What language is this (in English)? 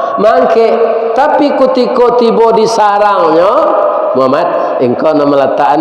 Minangkabau